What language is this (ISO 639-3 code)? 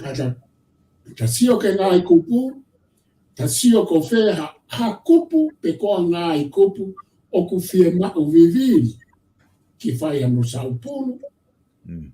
ton